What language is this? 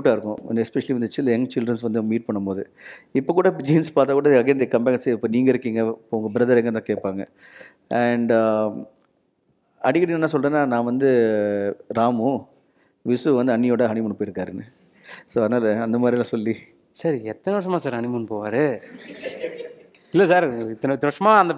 Tamil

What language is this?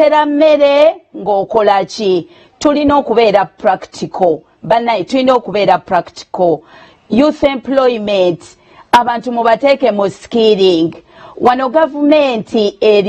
Ganda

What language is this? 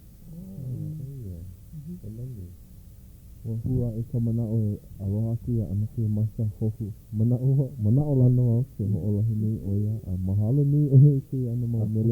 Hawaiian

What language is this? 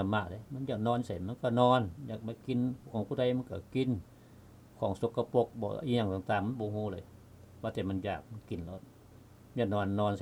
Lao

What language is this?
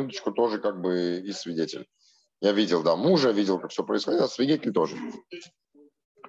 Russian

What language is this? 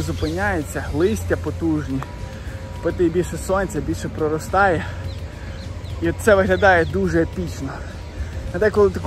Ukrainian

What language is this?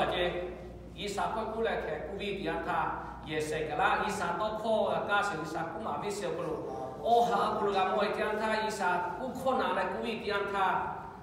Lahu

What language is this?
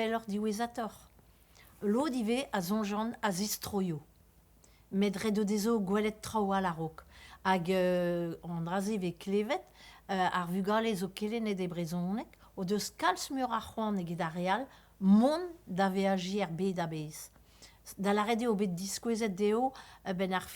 Breton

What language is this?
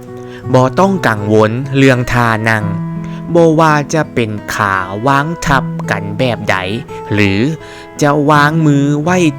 Lao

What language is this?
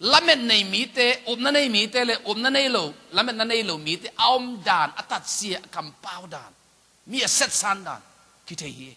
Tedim Chin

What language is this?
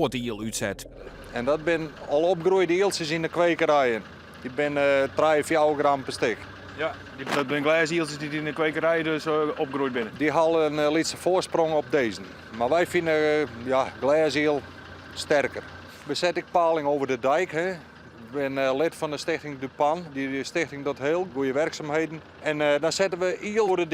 Western Frisian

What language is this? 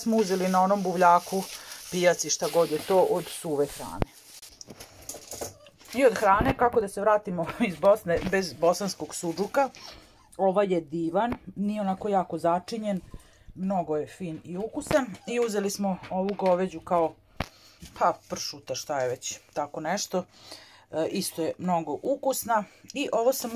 Serbian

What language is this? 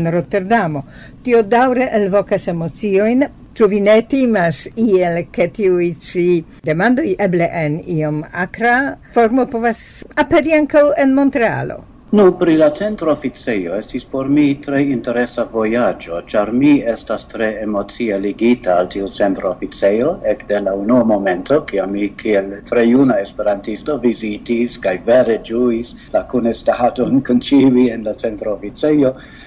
Esperanto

